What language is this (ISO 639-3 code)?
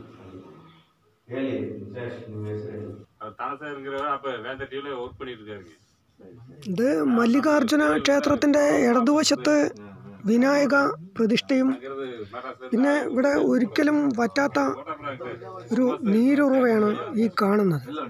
mal